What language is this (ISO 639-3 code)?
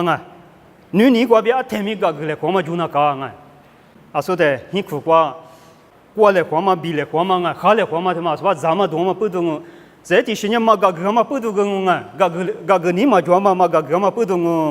lis